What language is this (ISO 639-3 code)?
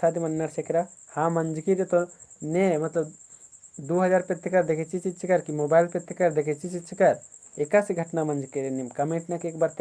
kru